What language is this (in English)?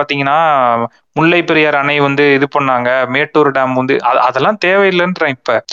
Tamil